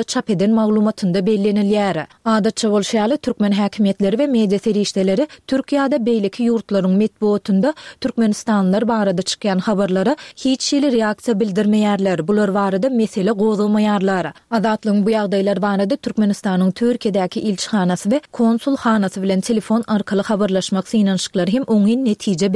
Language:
Turkmen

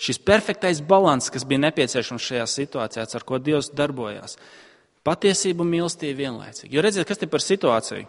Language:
Latvian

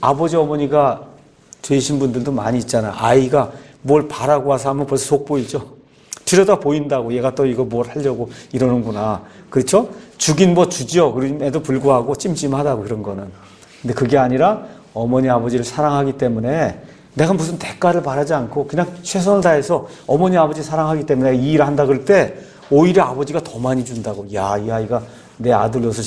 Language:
Korean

